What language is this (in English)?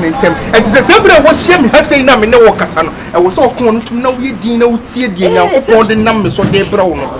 Akan